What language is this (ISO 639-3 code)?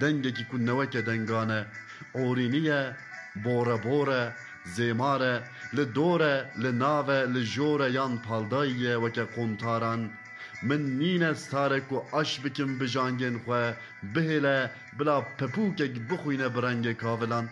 kur